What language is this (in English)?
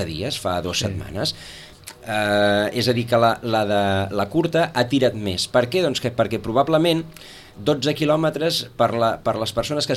Catalan